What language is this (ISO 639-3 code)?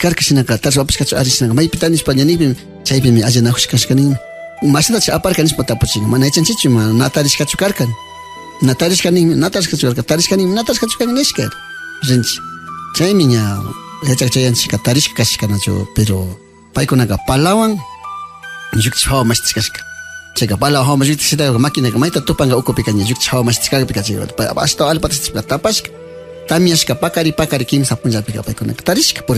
qvi